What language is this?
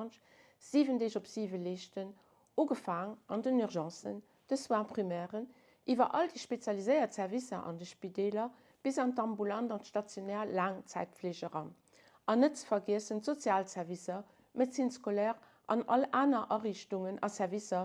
Luxembourgish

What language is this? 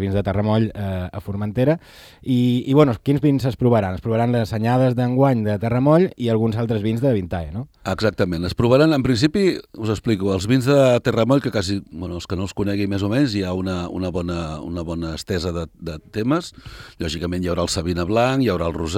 Catalan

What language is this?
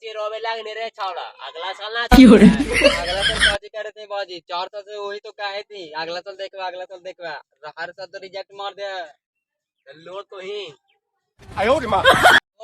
Magahi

